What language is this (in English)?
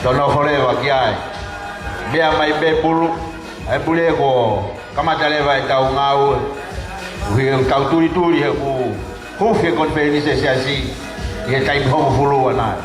Tongan